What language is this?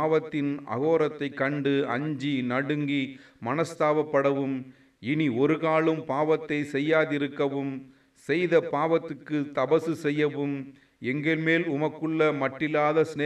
Tamil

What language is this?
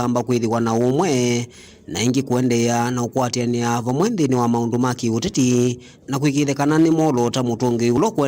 Kamba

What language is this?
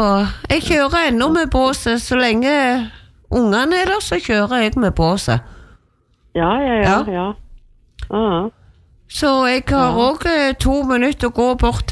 Norwegian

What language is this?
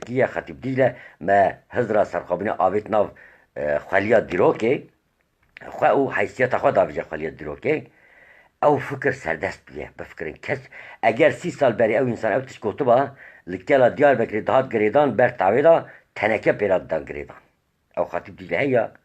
Kurdish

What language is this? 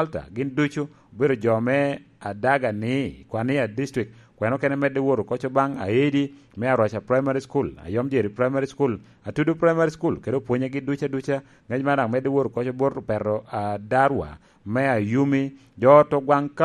Lango (Uganda)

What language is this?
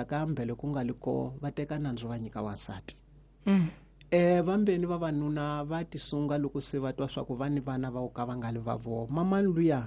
Tsonga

